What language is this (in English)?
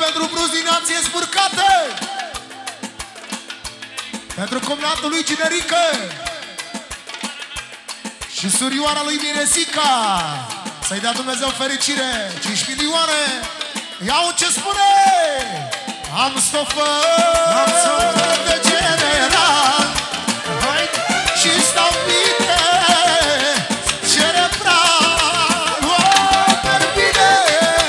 Romanian